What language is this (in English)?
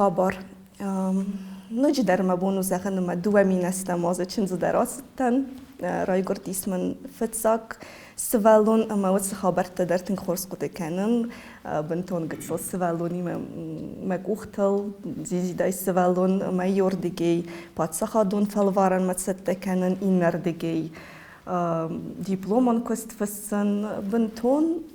Ossetic